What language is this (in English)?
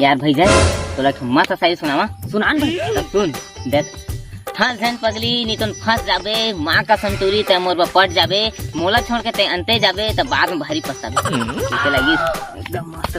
Chhattisgarhi